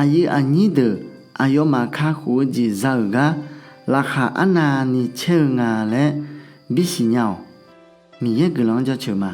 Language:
Akha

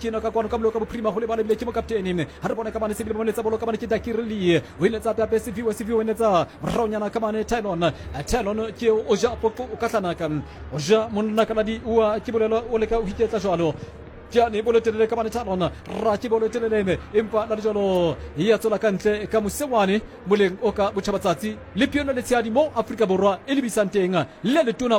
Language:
Southern Sotho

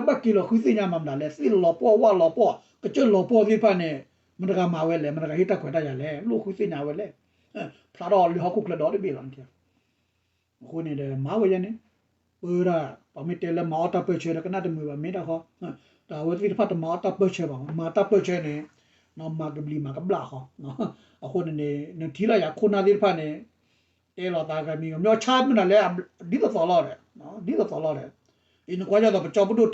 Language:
S'gaw Karen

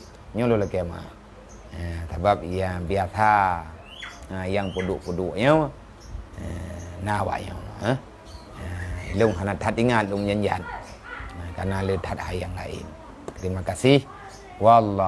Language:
Achinese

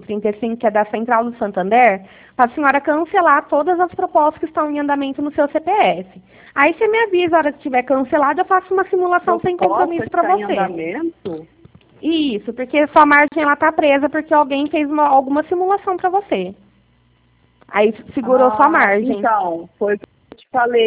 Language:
Portuguese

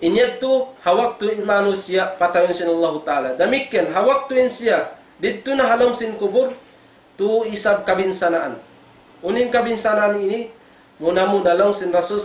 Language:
Tausug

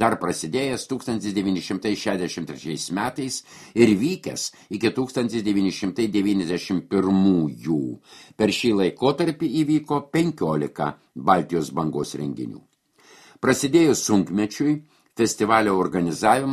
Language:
Lithuanian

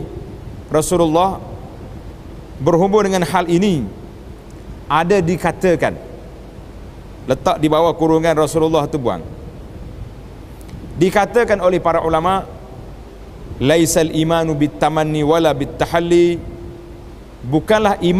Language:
Malay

